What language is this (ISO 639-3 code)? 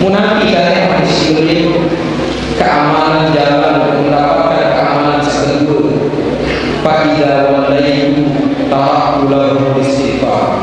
sas